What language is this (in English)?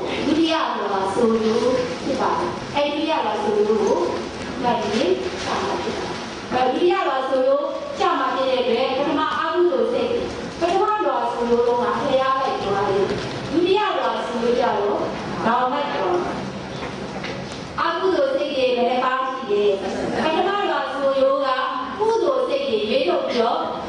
Burmese